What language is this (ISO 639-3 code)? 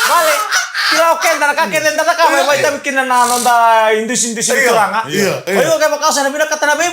fij